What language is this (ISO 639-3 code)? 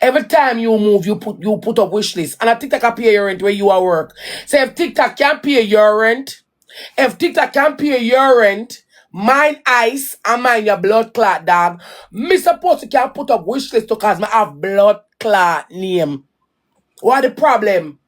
jam